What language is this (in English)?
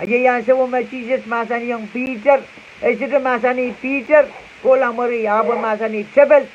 Pohnpeian